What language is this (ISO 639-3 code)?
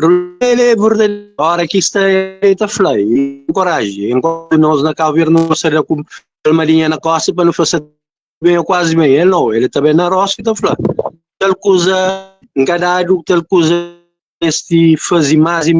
kea